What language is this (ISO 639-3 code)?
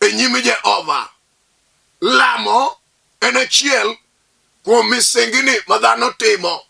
luo